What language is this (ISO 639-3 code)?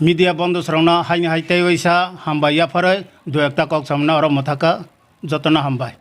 trp